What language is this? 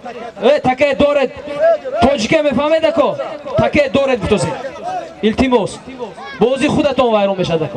Tajik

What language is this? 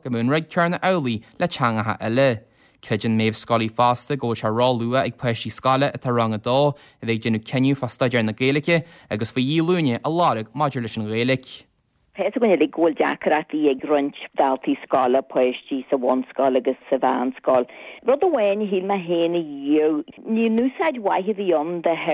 Irish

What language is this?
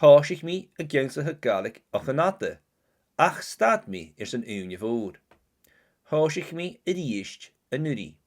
Scottish Gaelic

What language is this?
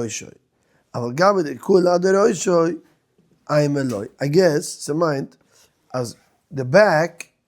Yiddish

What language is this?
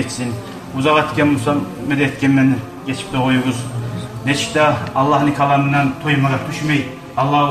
Kumyk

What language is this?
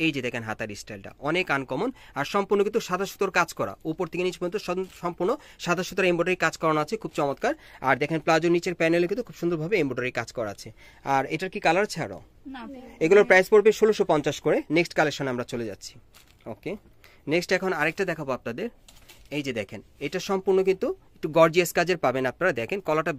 Bangla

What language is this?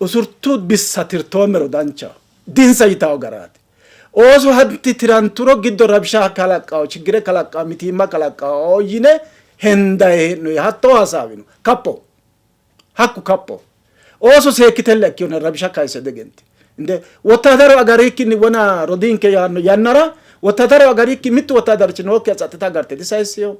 Sidamo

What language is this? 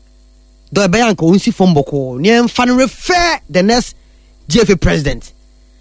Akan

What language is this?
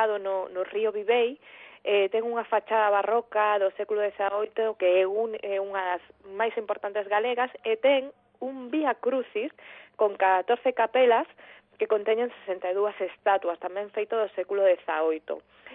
Galician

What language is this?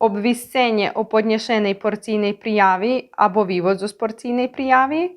Rusyn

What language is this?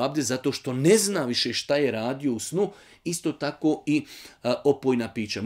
Bosnian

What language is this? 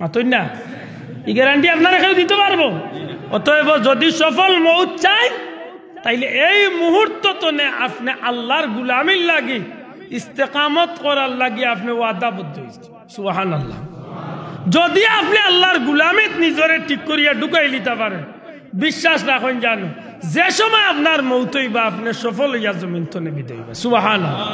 Sylheti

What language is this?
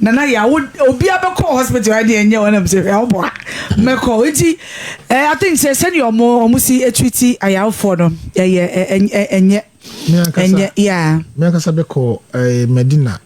Akan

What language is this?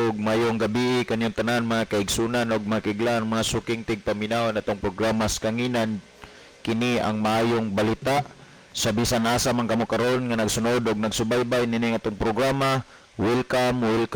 Cebuano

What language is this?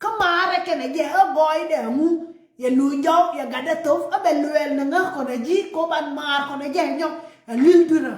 Nuer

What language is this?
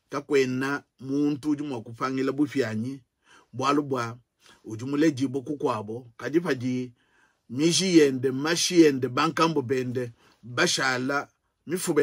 Luba-Lulua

